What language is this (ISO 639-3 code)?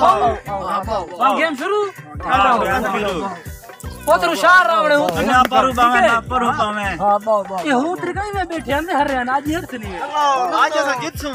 skr